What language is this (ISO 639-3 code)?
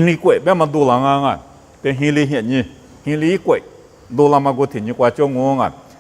lis